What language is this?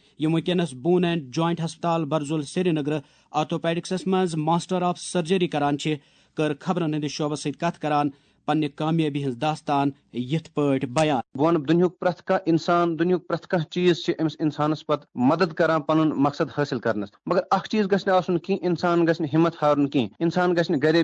Kashmiri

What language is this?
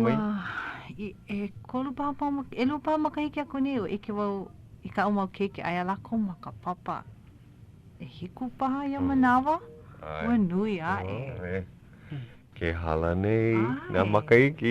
Hawaiian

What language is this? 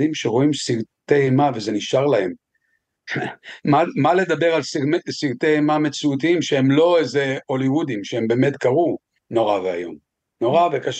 Hebrew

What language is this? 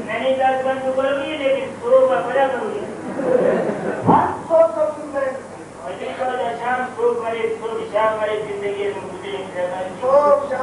Brahui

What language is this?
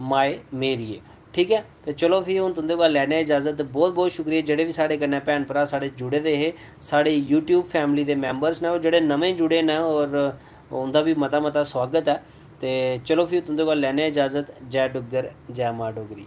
Dogri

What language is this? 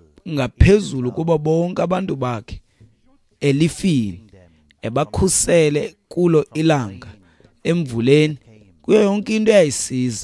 Xhosa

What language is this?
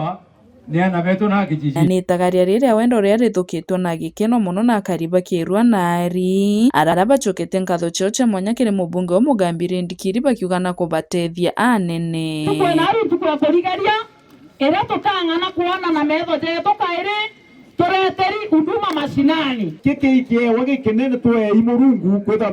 Meru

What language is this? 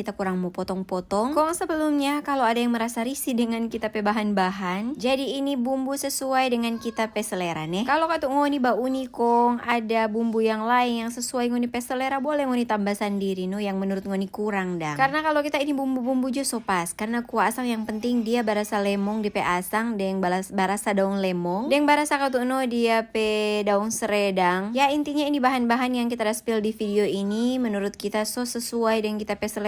Manado Malay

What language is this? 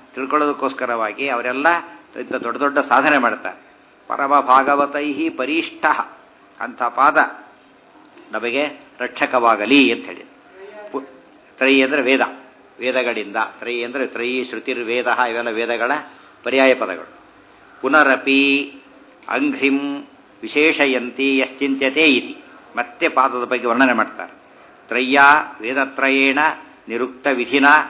Kannada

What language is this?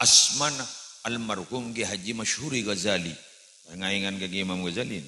Madurese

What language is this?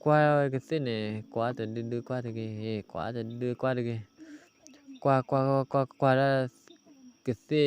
S'gaw Karen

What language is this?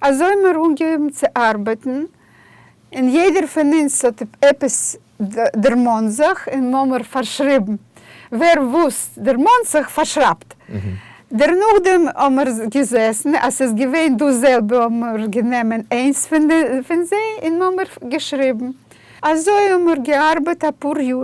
Yiddish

